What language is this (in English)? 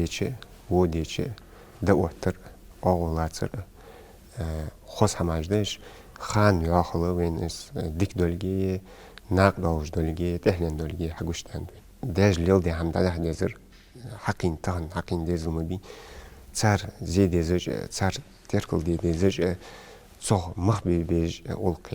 Ingush